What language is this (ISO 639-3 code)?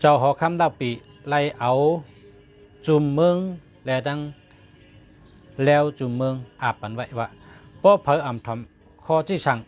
shn